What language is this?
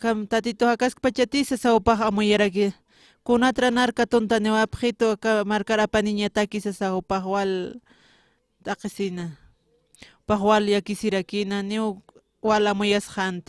Aymara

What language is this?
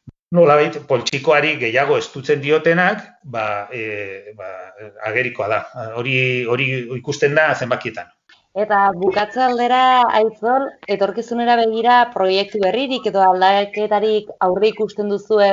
Basque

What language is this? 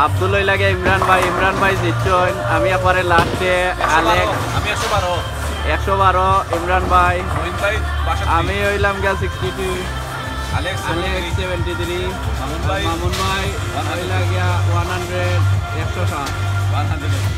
Sylheti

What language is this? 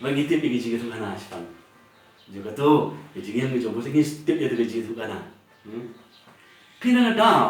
Khasi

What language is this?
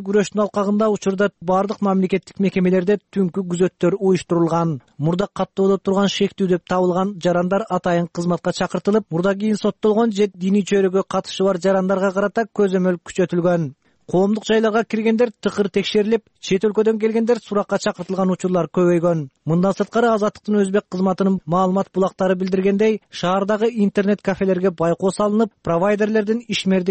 Kyrgyz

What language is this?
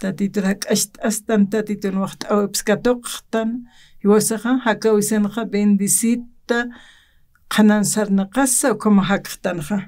Aymara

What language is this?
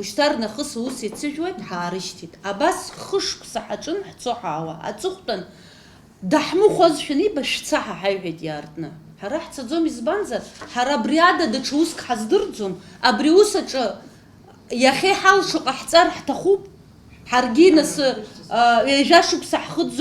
Abkhazian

